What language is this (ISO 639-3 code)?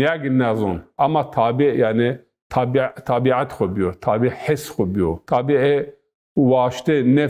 zza